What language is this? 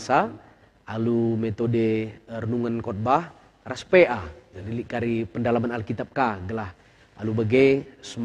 Batak Karo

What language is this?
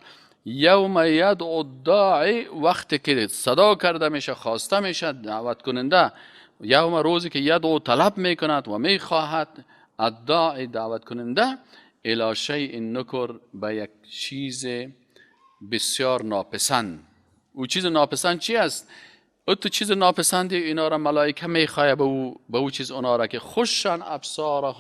Tajik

